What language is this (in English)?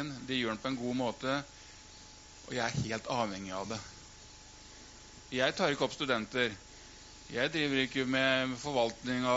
Norwegian